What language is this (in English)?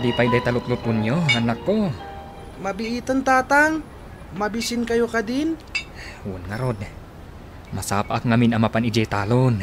Iloko